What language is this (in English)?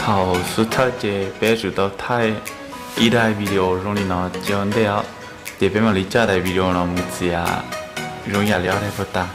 Hmong